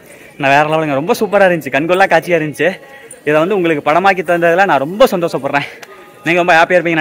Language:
Tamil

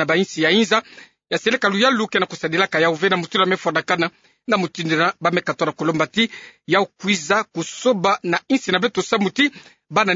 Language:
Kituba (Democratic Republic of Congo)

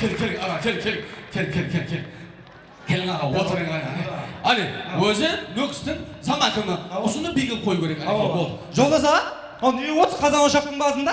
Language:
Kara-Kalpak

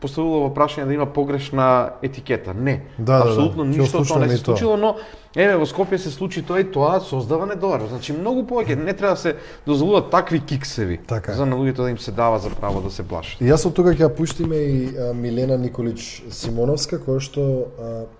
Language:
Macedonian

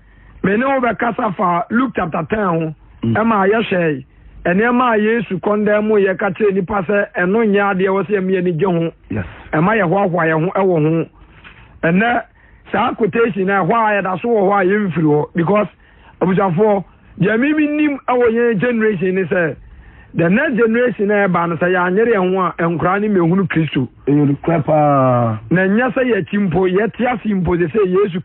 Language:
Akan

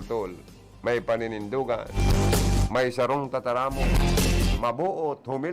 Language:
Bikol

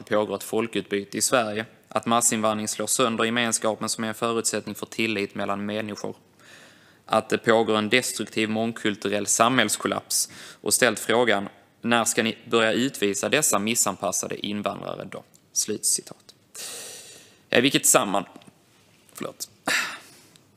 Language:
Swedish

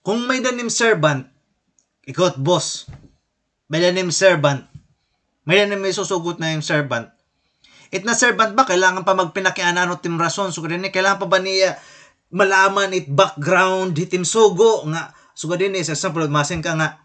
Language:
Waray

